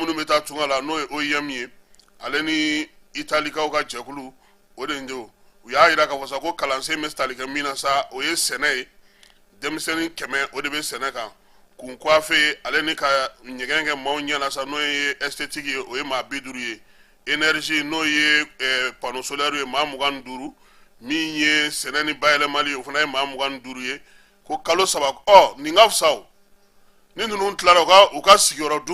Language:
Bambara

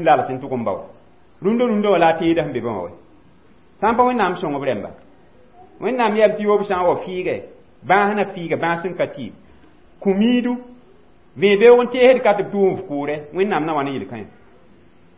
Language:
Mossi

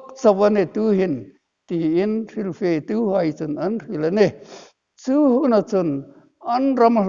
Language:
Hmar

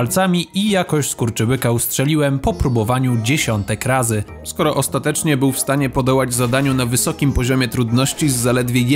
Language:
Polish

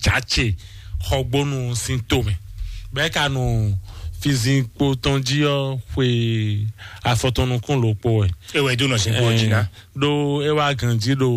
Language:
Fon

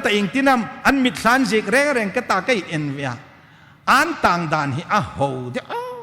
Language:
Hmar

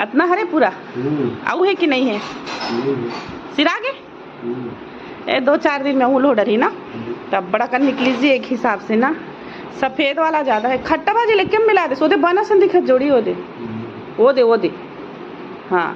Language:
Chhattisgarhi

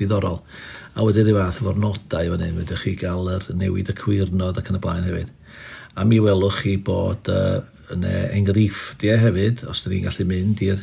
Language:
Welsh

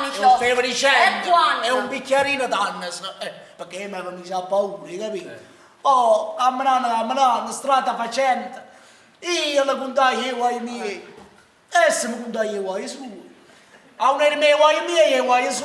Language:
Neapolitan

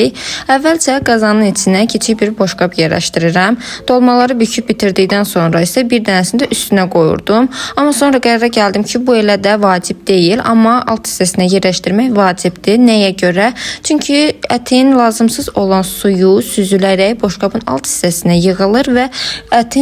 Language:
Azerbaijani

